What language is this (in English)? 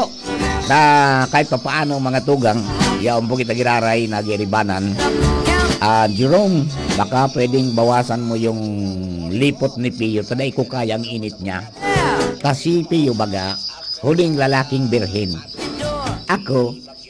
Bikol